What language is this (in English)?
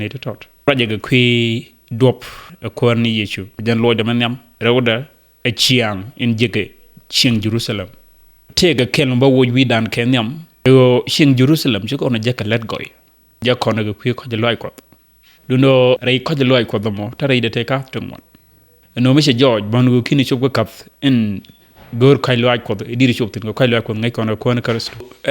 Nuer